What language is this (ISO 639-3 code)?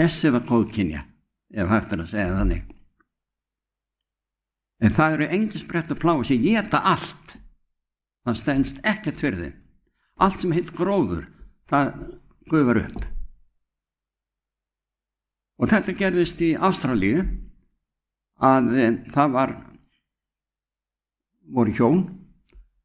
isl